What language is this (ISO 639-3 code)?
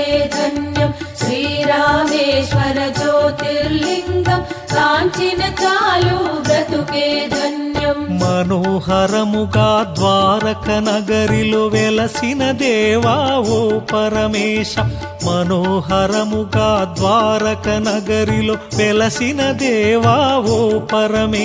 tel